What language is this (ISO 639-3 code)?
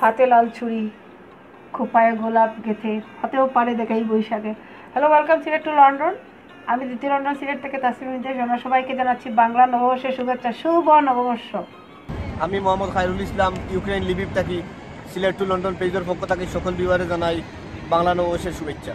syl